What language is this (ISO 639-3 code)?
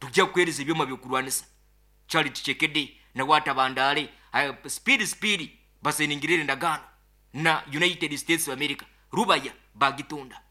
nyn